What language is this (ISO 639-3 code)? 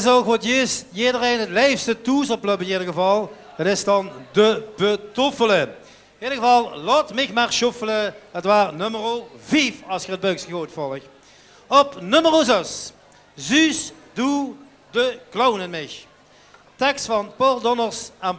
lim